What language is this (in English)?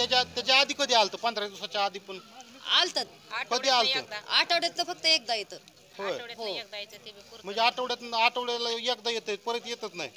Marathi